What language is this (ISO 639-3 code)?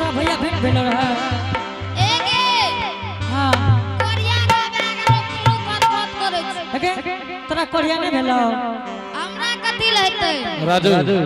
anp